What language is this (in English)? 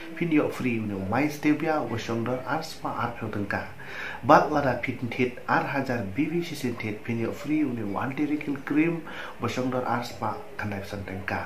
Khasi